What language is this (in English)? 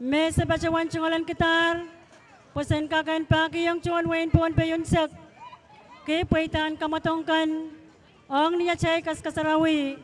Pohnpeian